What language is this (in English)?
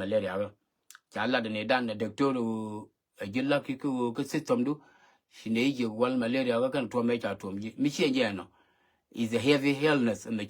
Nuer